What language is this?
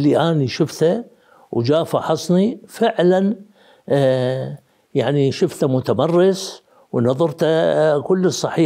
Mesopotamian Arabic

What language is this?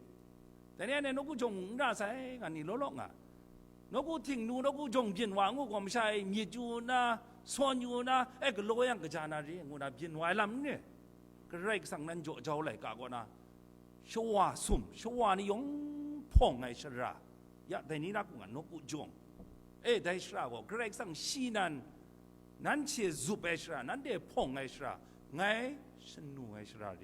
Kachin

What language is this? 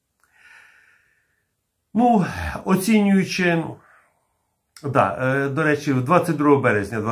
Ukrainian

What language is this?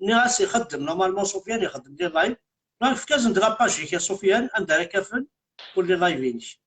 Kabyle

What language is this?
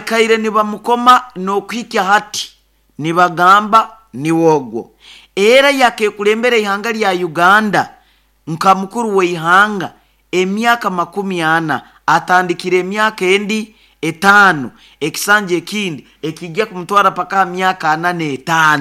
Nyoro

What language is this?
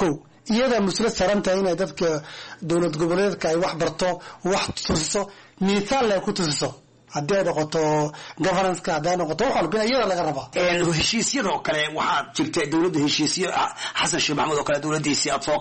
Somali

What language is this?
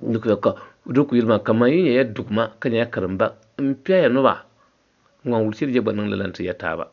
Dagbani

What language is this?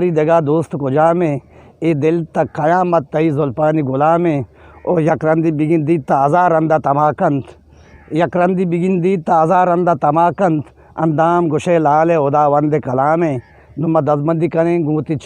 Eastern Balochi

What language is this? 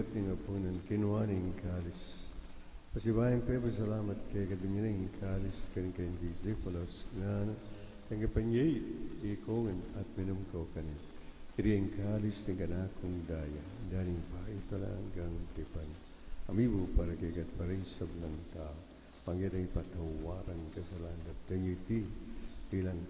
Pampanga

